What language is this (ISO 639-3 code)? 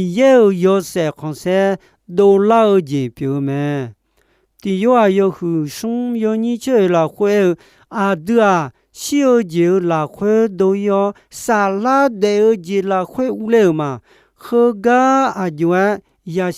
ahk